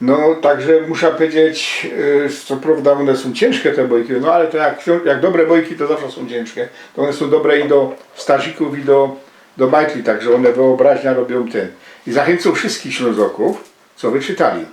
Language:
Silesian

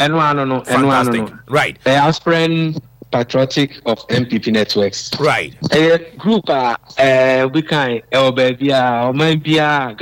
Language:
Akan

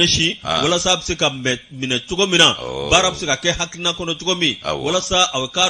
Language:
Bambara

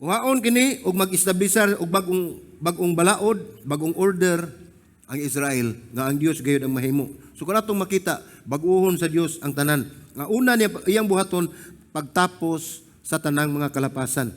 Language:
Cebuano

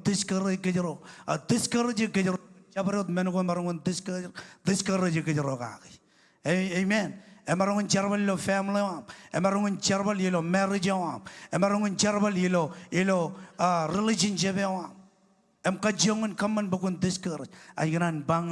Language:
Marshallese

